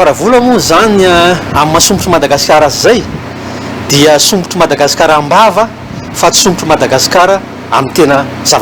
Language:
Malagasy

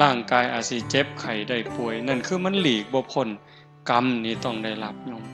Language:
Northeastern Thai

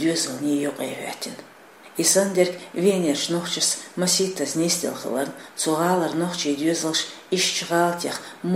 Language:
Chechen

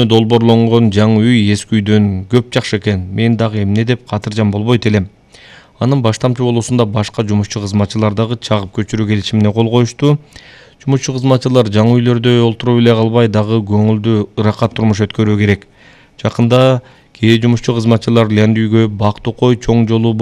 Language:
Kyrgyz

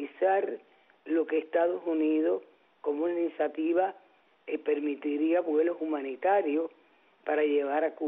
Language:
Spanish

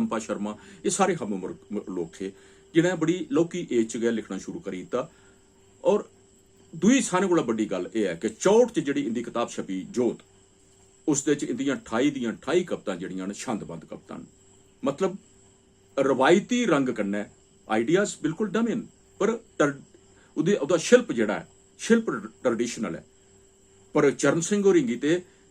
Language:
Dogri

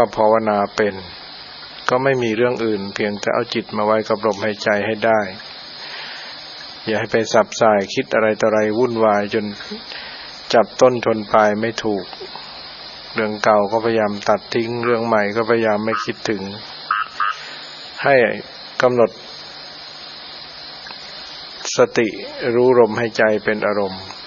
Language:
Thai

